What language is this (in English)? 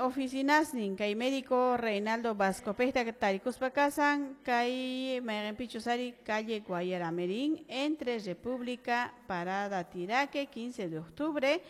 Quechua